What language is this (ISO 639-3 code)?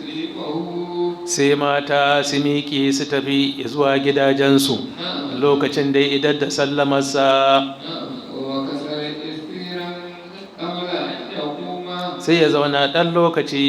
hau